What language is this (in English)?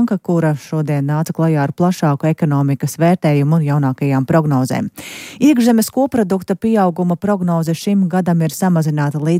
Latvian